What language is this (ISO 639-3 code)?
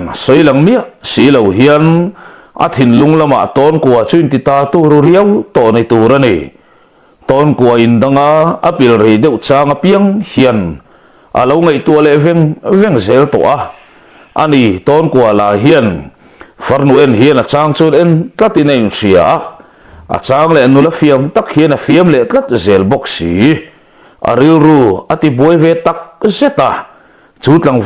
lus